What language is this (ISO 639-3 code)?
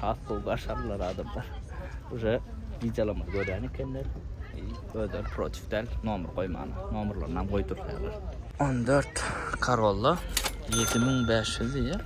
tuk